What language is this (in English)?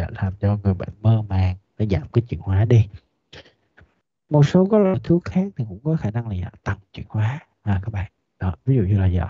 Vietnamese